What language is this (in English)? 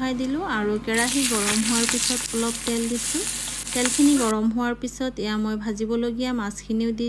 Assamese